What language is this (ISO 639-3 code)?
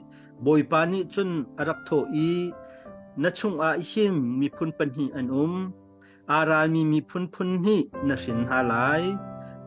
cnh